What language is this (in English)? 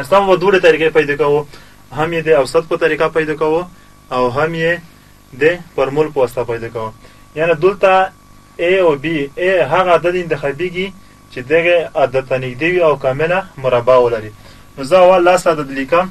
Pashto